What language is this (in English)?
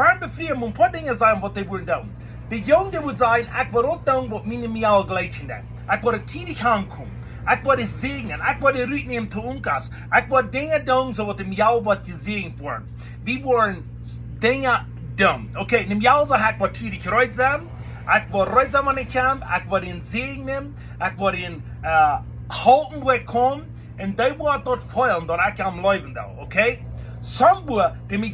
Plautdietsch